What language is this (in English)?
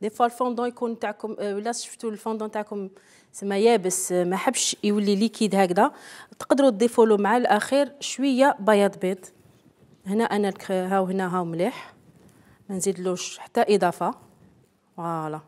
Algerian Arabic